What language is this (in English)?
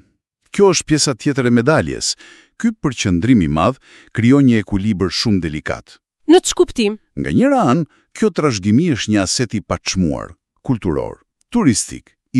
Albanian